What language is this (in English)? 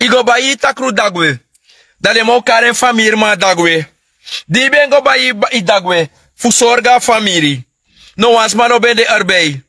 Sranan Tongo